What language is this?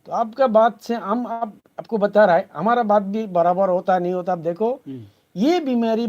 Eastern Balochi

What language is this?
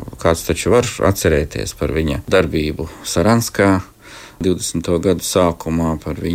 Latvian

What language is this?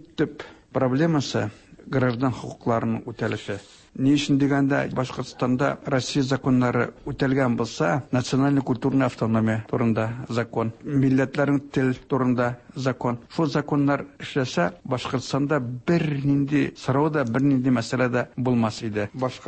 Tatar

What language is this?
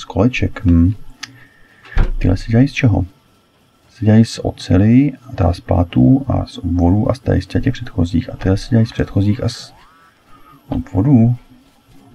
Czech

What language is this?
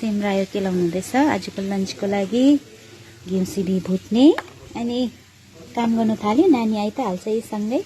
Nepali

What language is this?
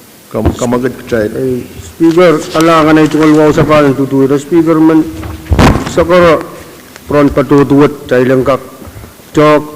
Pohnpeian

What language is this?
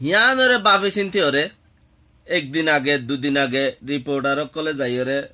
Rohingya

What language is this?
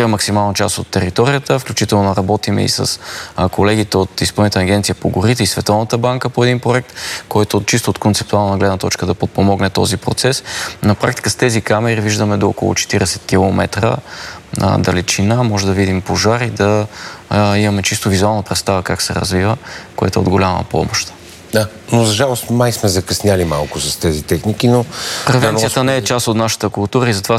Bulgarian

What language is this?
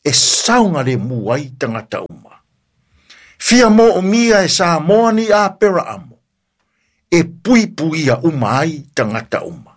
Samoan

